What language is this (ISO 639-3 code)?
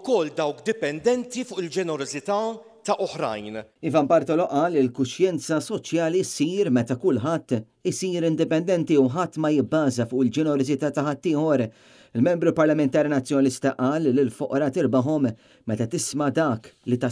mlt